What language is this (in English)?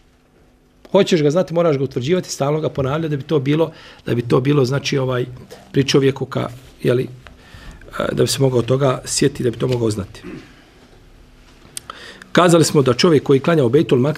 Bosnian